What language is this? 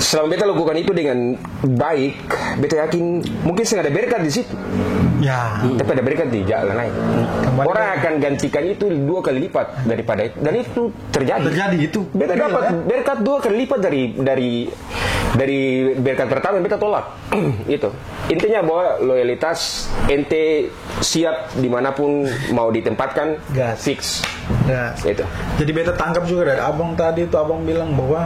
Ambonese Malay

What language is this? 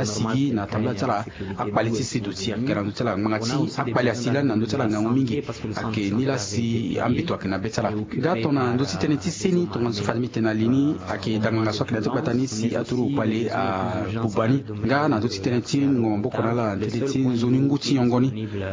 Sango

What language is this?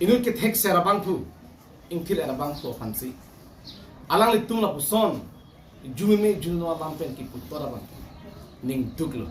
Karbi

